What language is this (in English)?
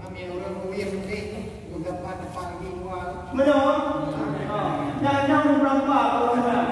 Achinese